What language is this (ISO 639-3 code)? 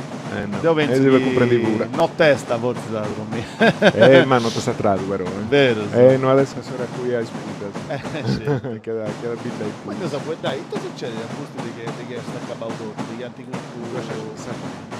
srd